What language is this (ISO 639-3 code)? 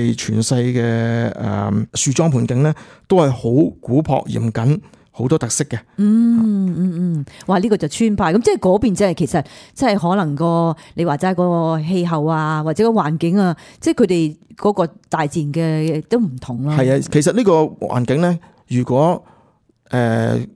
yue